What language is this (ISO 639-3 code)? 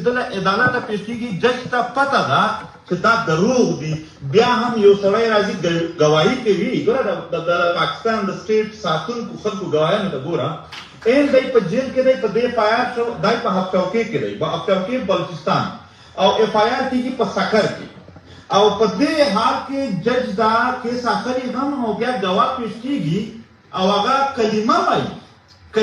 pus